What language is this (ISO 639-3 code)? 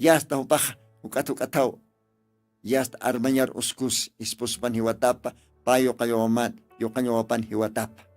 aym